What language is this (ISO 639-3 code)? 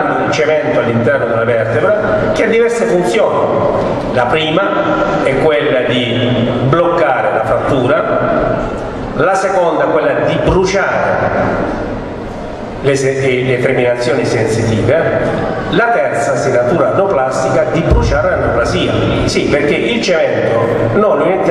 ita